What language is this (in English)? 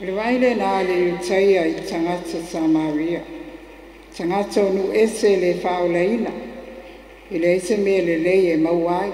Samoan